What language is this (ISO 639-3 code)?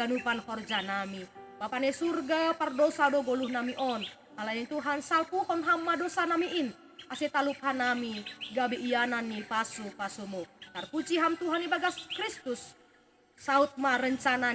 bts